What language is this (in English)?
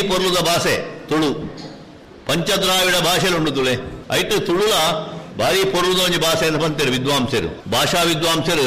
Tulu